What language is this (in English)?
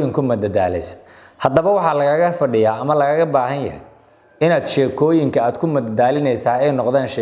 Somali